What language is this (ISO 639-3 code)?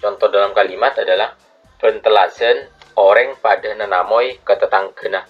mad